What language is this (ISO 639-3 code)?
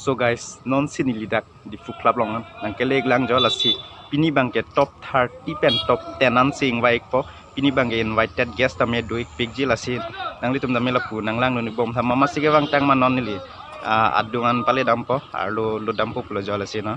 mjw